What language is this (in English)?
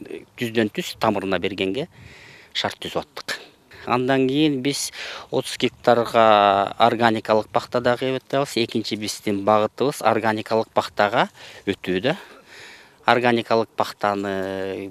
Kyrgyz